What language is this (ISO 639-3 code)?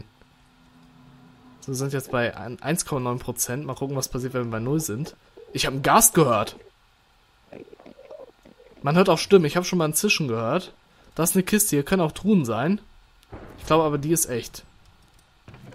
deu